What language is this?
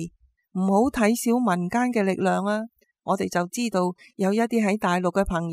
Cantonese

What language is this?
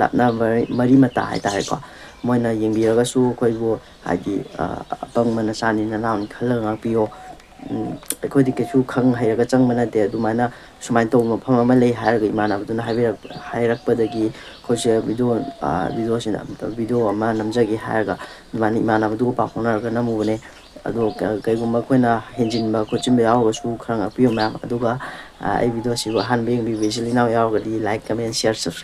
Manipuri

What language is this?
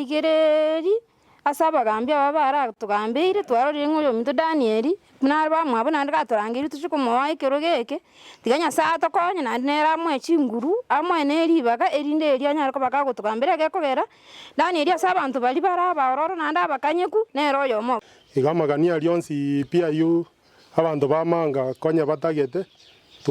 Gusii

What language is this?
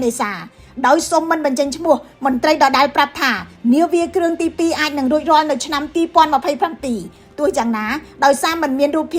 Khmer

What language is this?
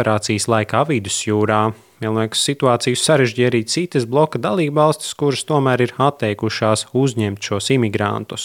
Latvian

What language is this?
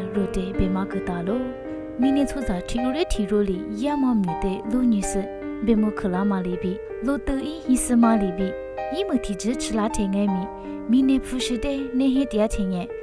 Lisu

